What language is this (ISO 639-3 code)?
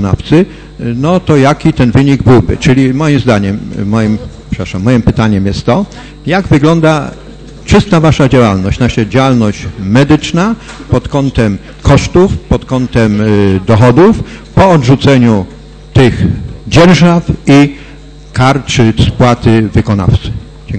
pol